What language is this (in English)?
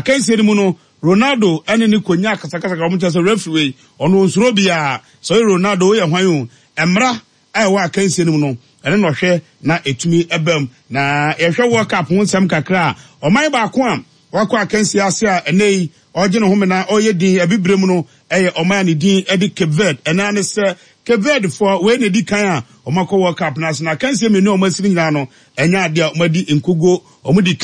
Akan